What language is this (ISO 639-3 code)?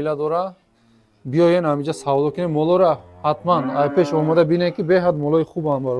tgk